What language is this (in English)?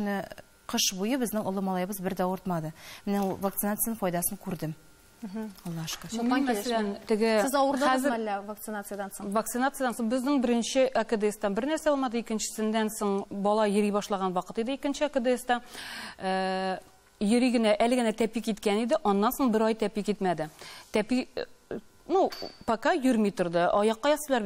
Tatar